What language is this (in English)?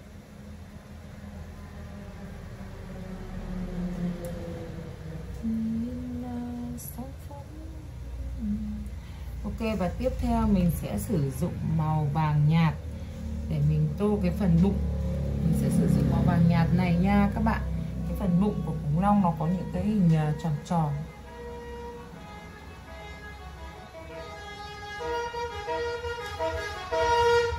Vietnamese